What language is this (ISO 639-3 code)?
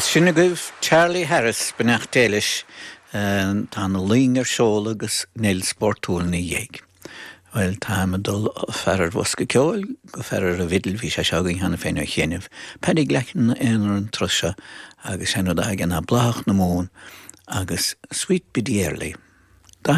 gle